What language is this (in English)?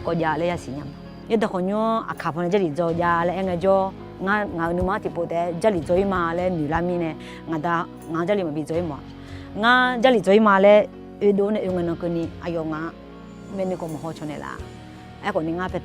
Akha